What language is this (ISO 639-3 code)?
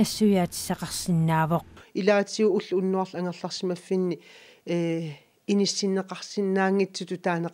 kal